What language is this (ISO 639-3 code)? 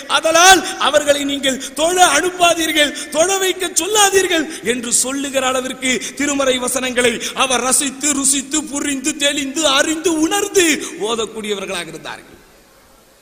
tam